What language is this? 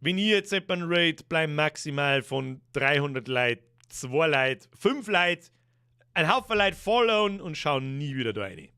Bavarian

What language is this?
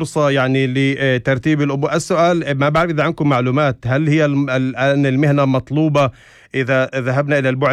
North Levantine Arabic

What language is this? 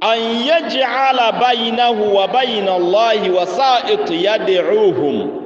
Rundi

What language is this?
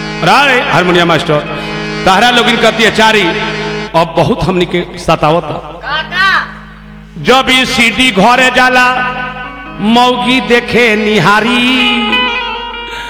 Bhojpuri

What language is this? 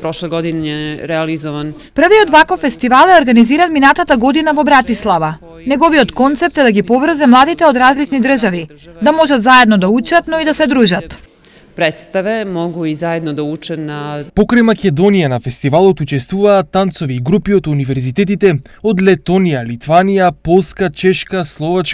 Macedonian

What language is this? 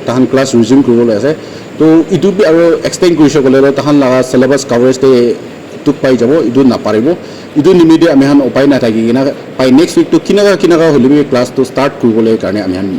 Naga Pidgin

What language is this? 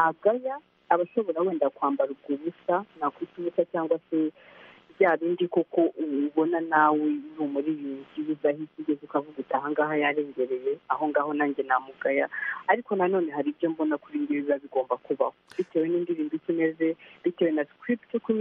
Kinyarwanda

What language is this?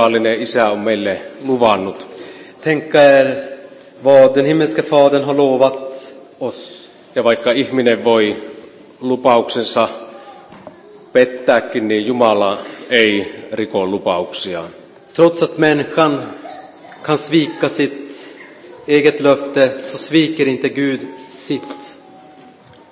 Finnish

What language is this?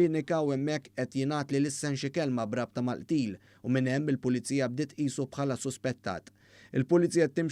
Maltese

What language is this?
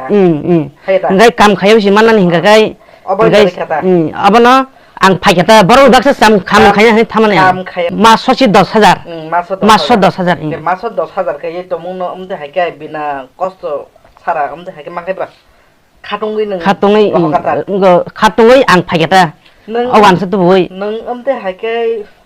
Kok Borok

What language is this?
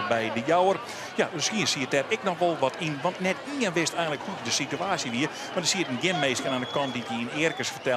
Western Frisian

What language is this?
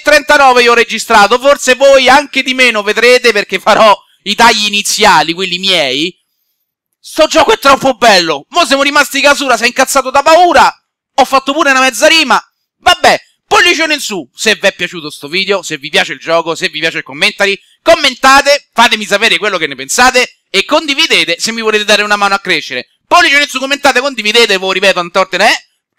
Italian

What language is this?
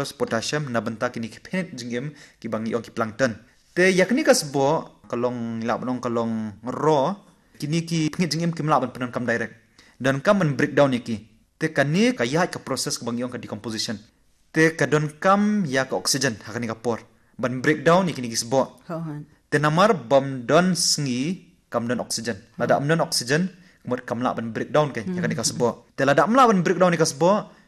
Khasi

